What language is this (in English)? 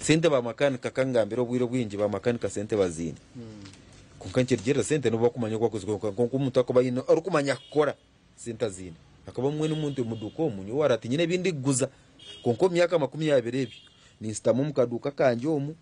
Nyankole